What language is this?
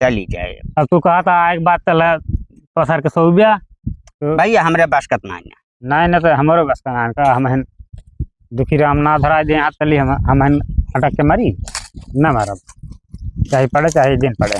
Awadhi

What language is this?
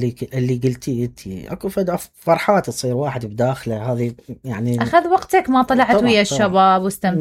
Mesopotamian Arabic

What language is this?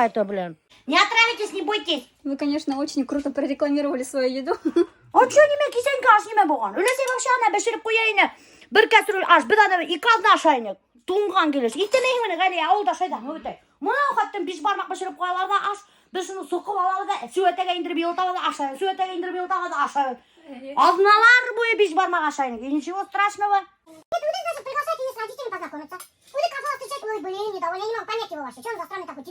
Bashkir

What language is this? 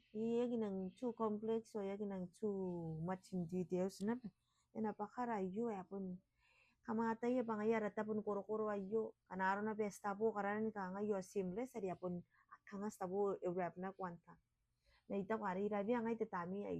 Gilbertese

